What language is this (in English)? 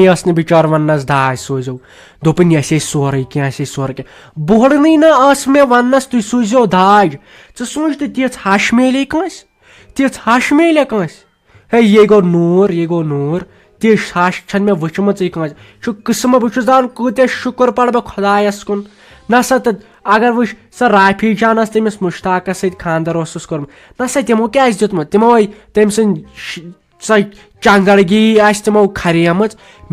Kashmiri